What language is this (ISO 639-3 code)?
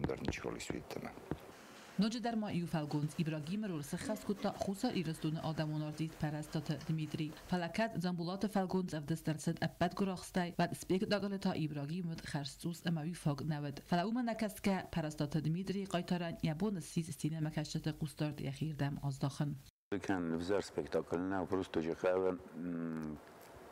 oss